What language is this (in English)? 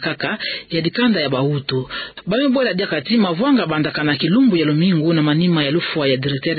Kituba (Democratic Republic of Congo)